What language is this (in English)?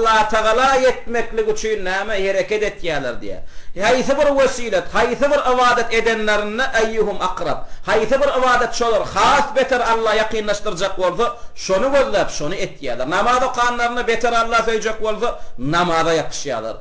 Turkmen